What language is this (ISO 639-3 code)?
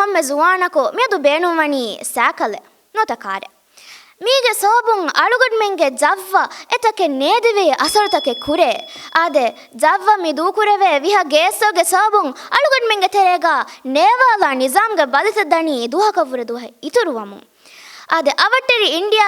div